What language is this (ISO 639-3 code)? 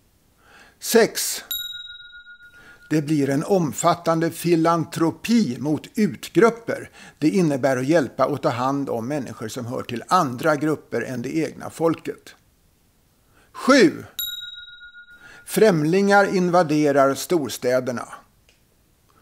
swe